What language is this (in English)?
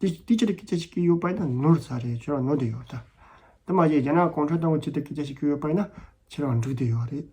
Tibetan